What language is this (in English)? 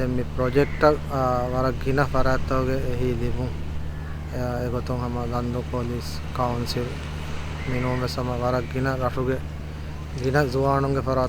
Divehi